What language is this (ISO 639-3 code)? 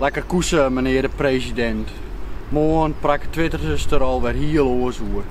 fry